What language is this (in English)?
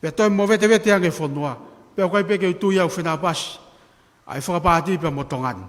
Tongan